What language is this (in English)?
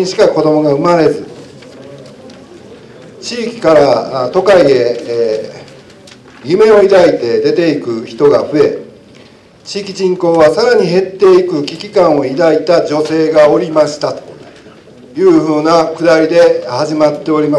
Japanese